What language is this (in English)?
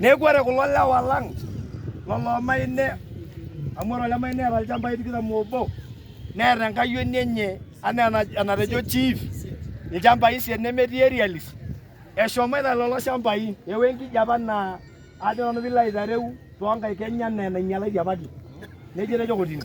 Masai